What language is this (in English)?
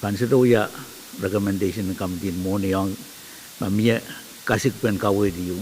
Pohnpeian